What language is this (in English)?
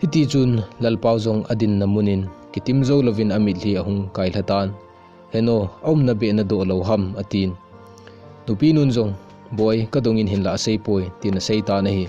Thado Chin